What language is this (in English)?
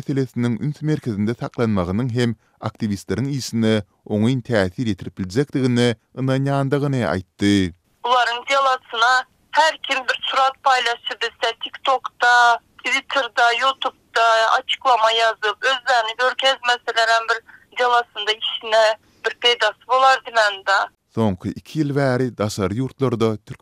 Turkmen